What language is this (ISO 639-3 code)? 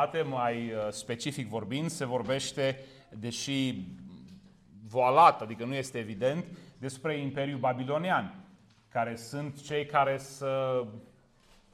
ron